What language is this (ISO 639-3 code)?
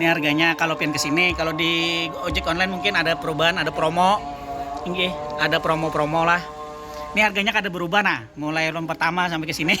bjn